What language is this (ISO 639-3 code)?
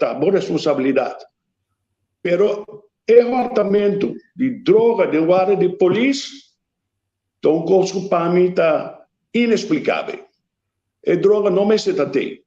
pap